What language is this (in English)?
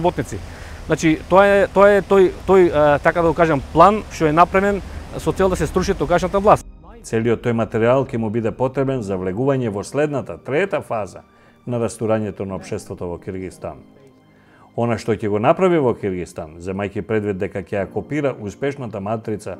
Macedonian